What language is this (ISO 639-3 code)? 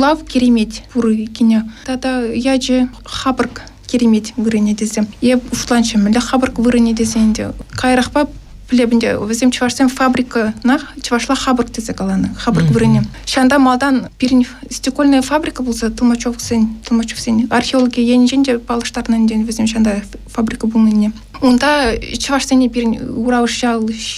chv